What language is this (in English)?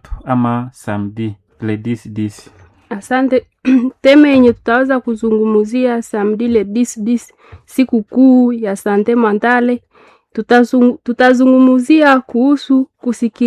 Swahili